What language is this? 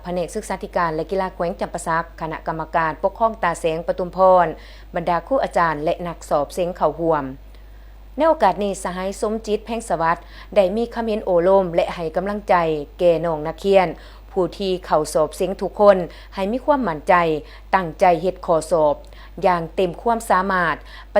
Lao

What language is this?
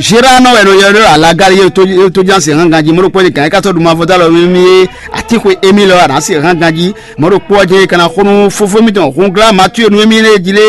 Fon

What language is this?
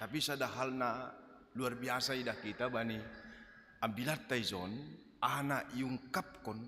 Batak Simalungun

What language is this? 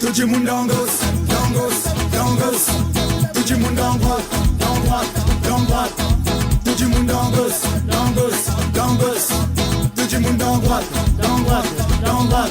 Morisyen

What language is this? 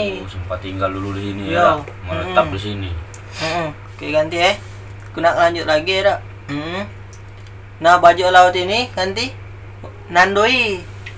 Musi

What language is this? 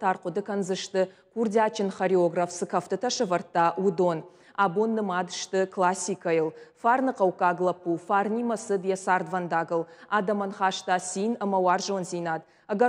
Ossetic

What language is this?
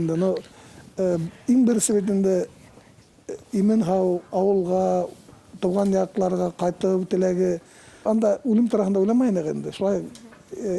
Bashkir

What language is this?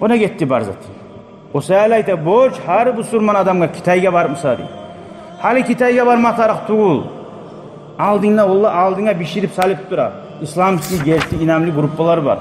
Kumyk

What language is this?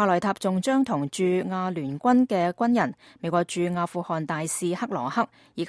Cantonese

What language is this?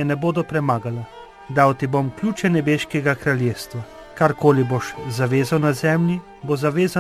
Slovenian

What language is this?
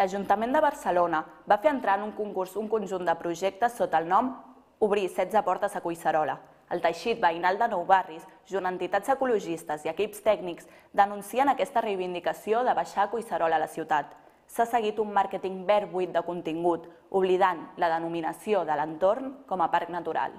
Catalan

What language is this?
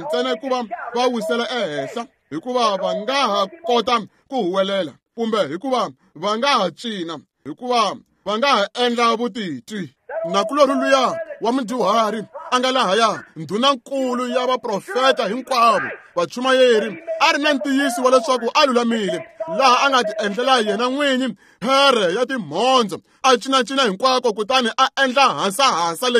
Tsonga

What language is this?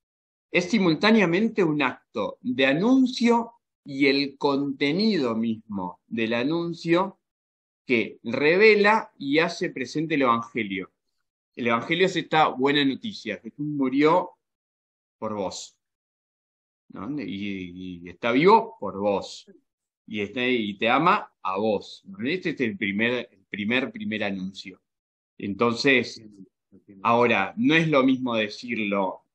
Spanish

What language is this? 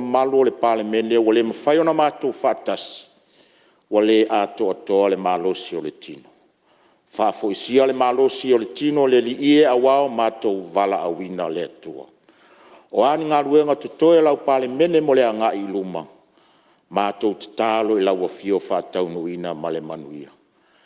Samoan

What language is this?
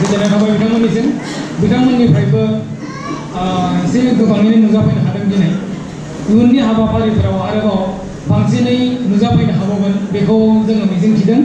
Bodo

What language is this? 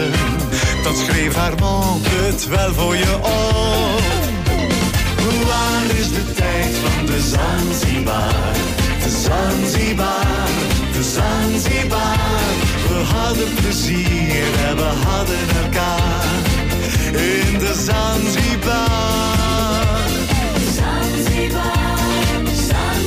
Dutch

